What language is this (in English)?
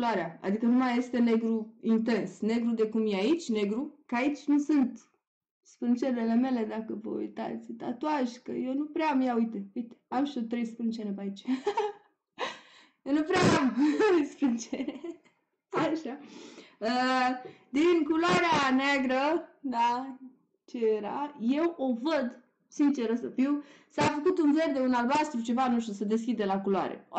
Romanian